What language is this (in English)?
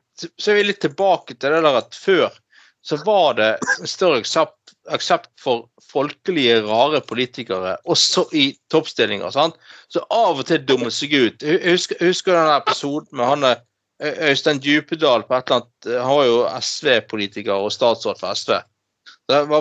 Norwegian